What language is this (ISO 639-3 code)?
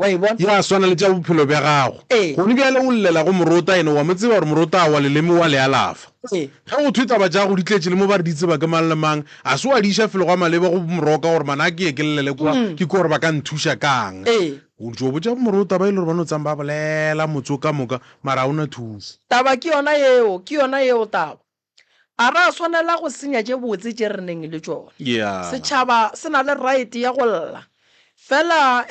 nso